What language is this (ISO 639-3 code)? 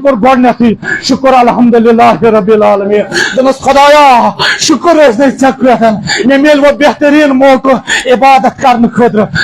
kas